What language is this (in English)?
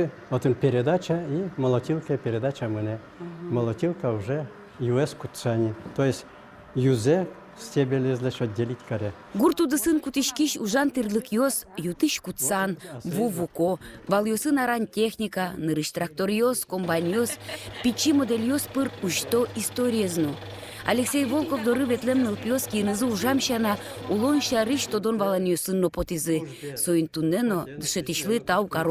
Udmurt